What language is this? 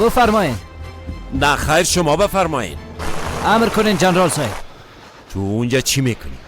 Persian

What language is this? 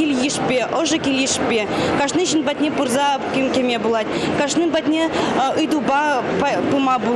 Chuvash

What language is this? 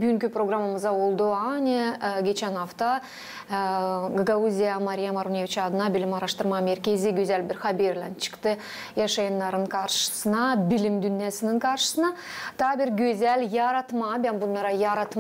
Gagauz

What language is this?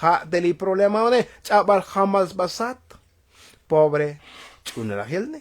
Tzotzil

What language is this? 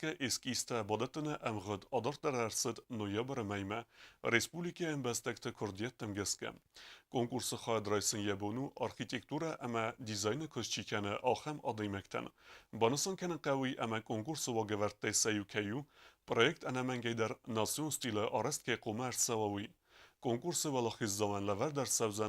Ossetic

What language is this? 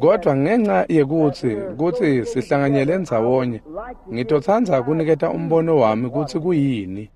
Swati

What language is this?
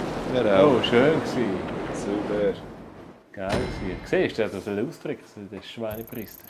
Swiss German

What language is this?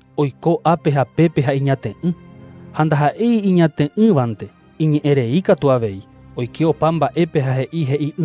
Guarani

